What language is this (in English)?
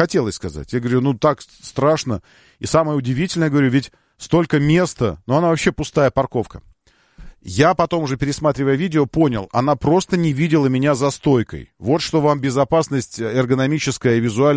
Russian